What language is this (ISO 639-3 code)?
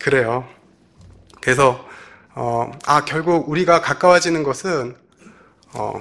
kor